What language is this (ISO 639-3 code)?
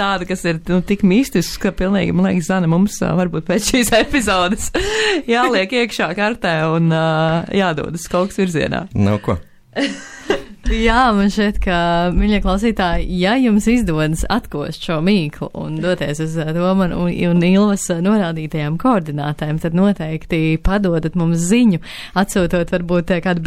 lav